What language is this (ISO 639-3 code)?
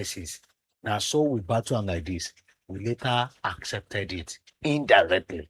pcm